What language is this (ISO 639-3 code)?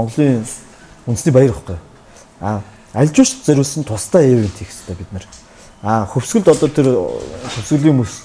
mon